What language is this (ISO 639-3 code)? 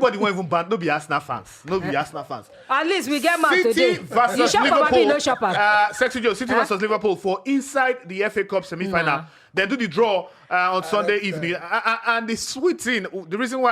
pcm